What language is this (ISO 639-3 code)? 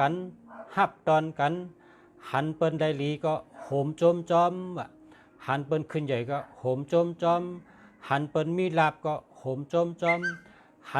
shn